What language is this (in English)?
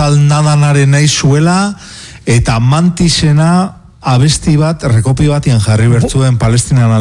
Basque